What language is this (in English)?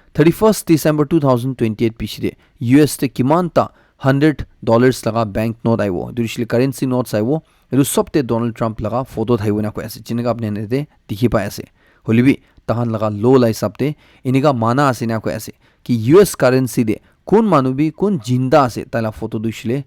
Naga Pidgin